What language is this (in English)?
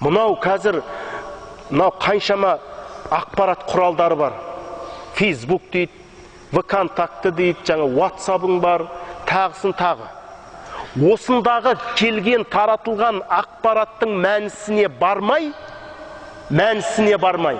Kazakh